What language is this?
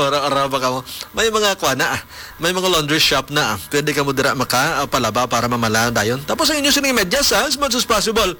Hiligaynon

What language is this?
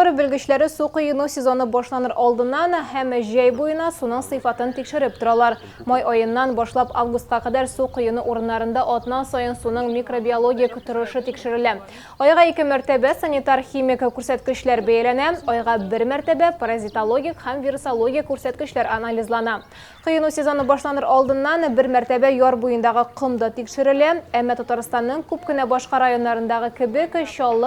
Tatar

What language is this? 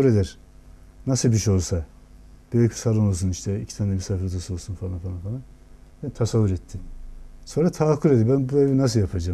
Turkish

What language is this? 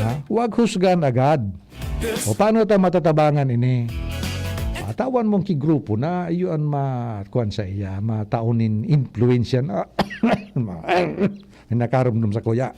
Bikol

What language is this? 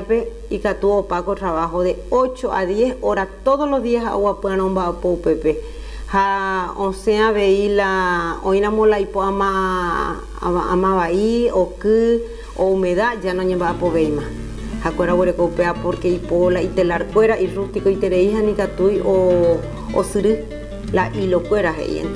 Guarani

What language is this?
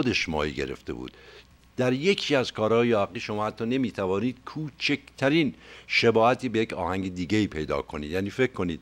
Persian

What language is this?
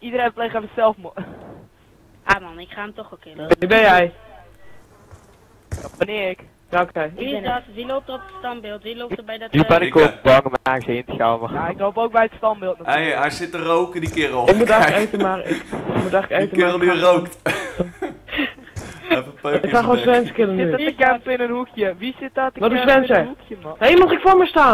Dutch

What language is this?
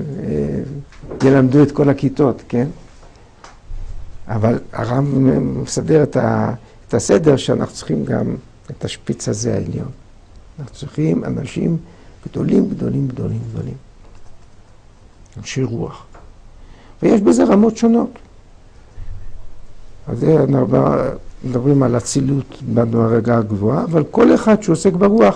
Hebrew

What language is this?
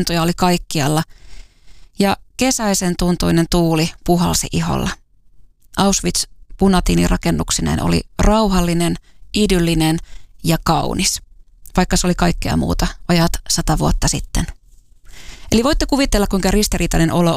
Finnish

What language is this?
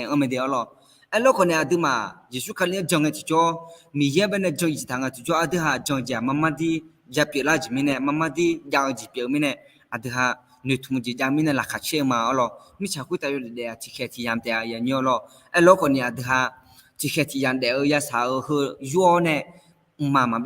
Akha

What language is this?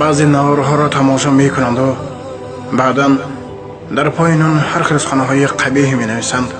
Tajik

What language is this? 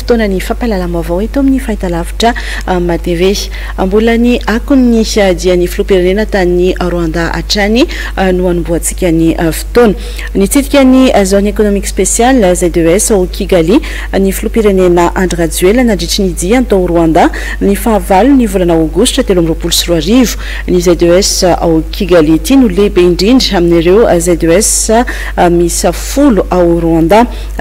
Malagasy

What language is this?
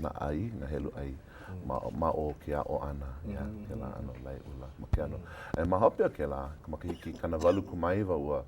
Hawaiian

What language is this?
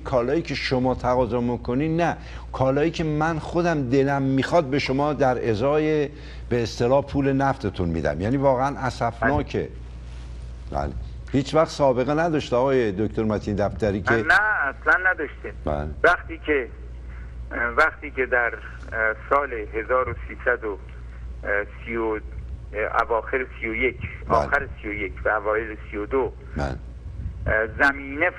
Persian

